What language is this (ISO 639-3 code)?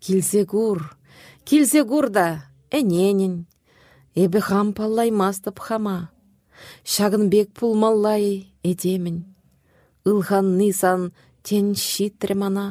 chv